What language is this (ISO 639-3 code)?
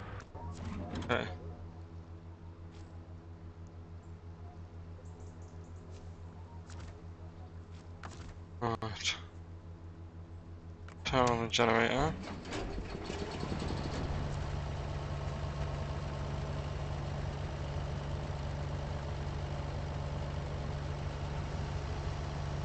eng